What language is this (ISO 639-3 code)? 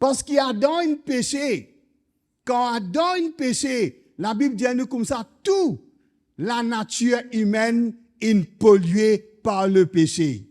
mfe